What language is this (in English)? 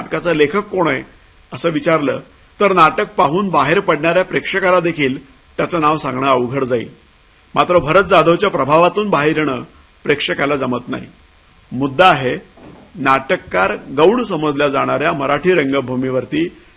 Marathi